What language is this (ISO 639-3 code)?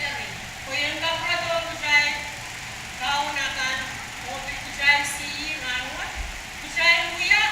pon